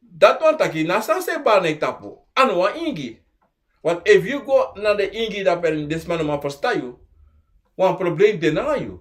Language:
Sranan Tongo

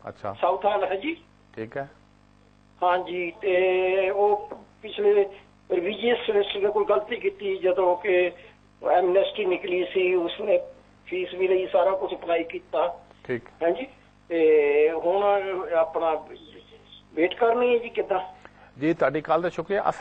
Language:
Punjabi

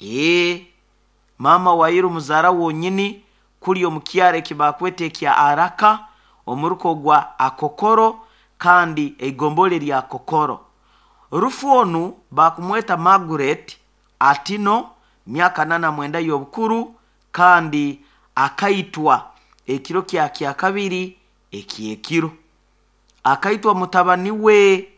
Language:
Nyoro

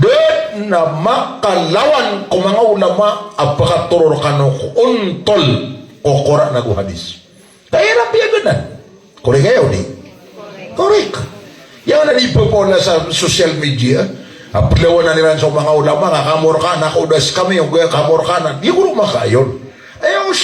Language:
Maranao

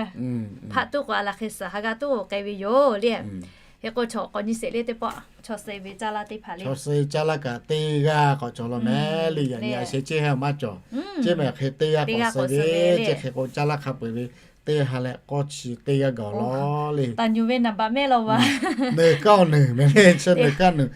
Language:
Lahu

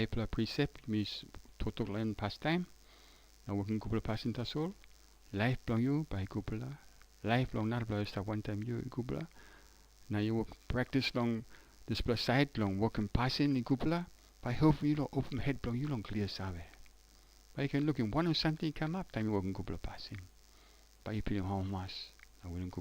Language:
Tok Pisin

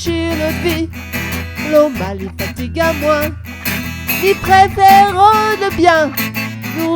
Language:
Réunion Creole French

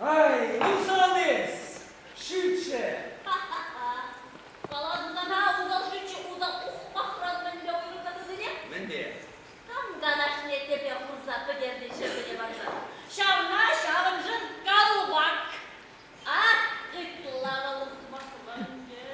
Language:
Chuvash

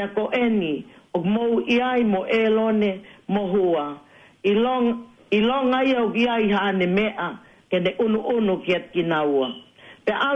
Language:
Tongan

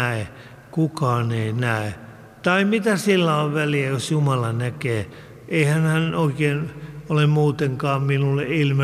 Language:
Finnish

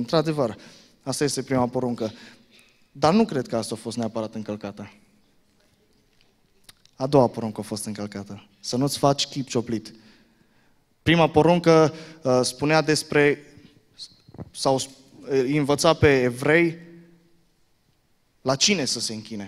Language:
Romanian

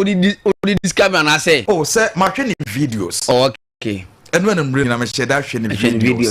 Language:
Akan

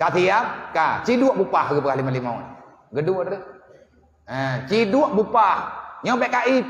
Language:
Achinese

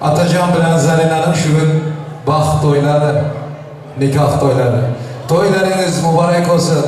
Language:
Turkmen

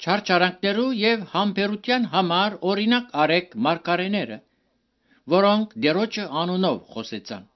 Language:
Armenian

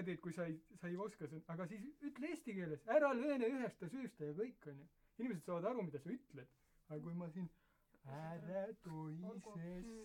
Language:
Estonian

